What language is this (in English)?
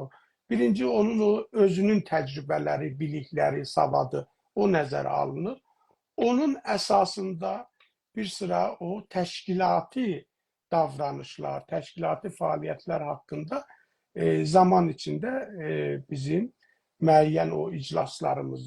South Azerbaijani